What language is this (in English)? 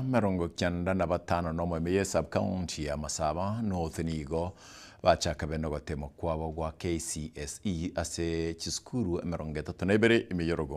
Gusii